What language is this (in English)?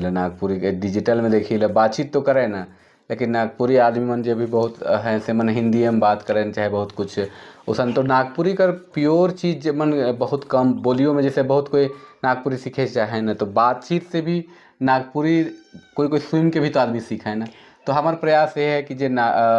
Sadri